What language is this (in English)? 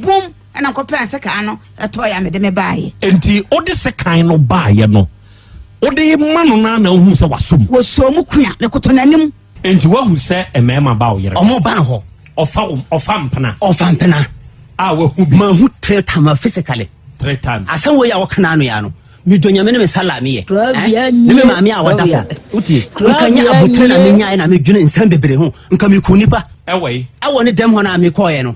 Akan